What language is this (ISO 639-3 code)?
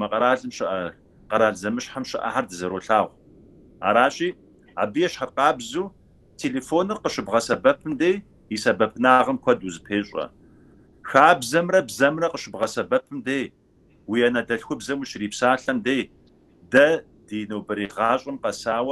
kbd